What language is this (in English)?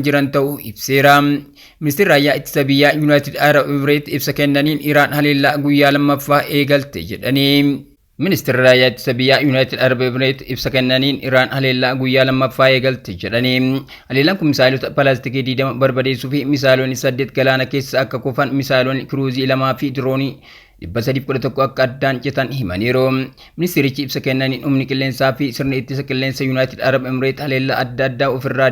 Oromo